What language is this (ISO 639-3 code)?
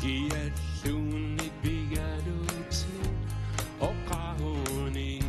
kal